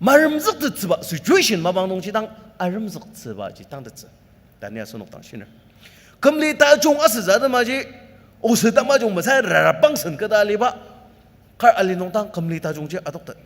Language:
Ao Naga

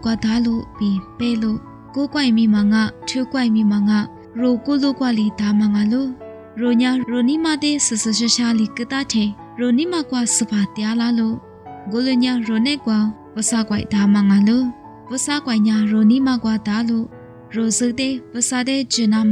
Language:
Lisu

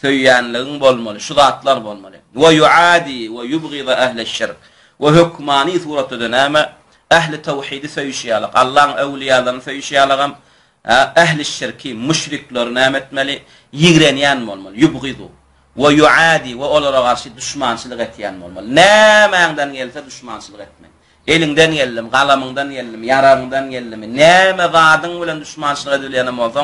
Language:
Turkmen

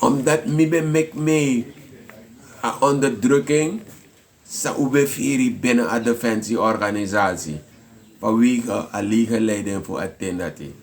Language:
Sranan Tongo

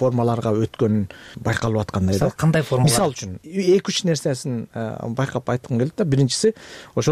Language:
Kyrgyz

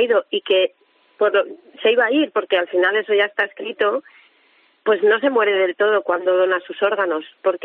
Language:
Spanish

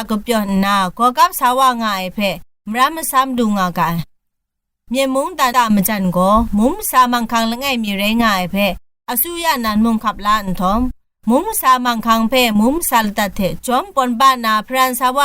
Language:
Kachin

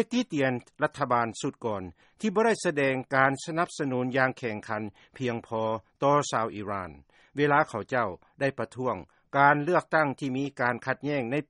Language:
Lao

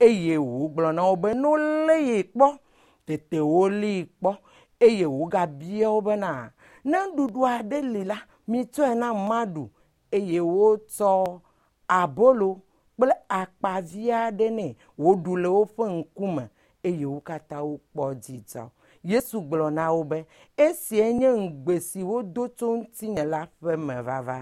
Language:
Ewe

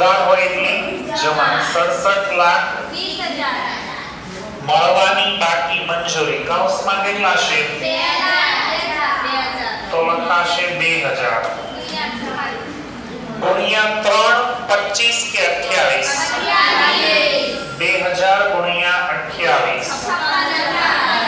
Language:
Gujarati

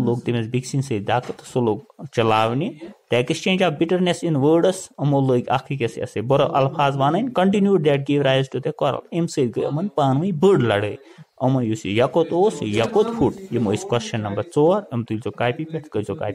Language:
Kashmiri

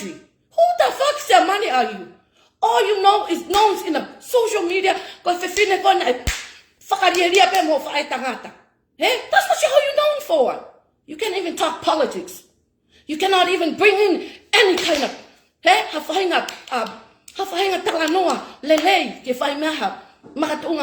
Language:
Tongan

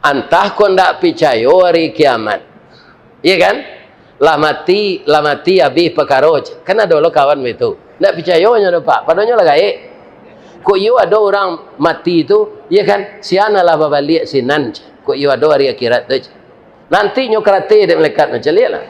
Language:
Minangkabau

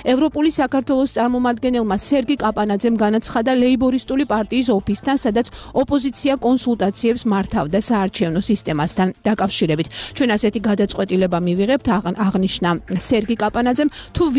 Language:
Georgian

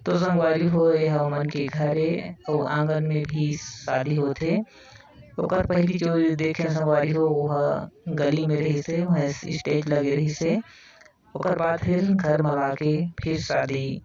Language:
Chhattisgarhi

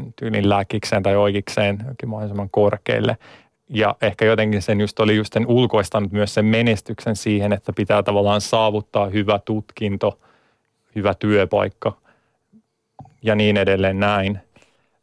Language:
Finnish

